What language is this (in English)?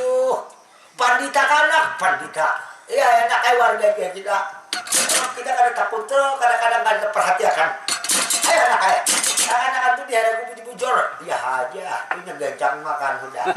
Banjar